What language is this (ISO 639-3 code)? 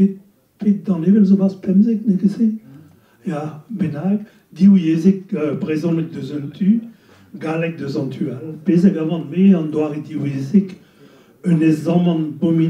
bre